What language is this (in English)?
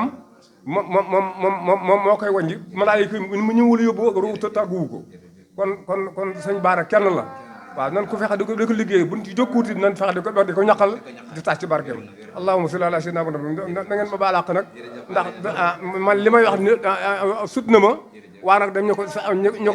Wolof